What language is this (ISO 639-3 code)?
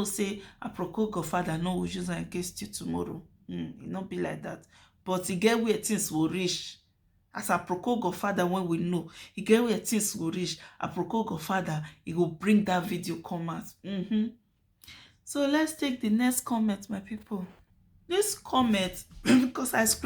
pcm